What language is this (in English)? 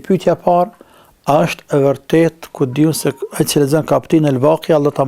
Albanian